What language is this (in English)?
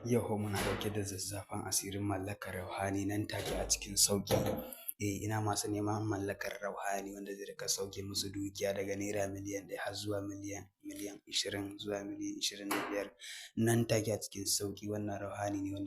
Hausa